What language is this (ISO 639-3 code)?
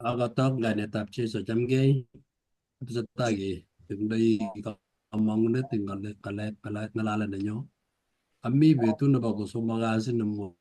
kln